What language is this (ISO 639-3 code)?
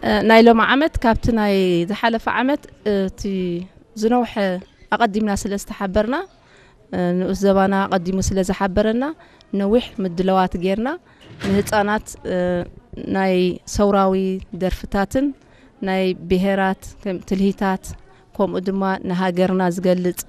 tir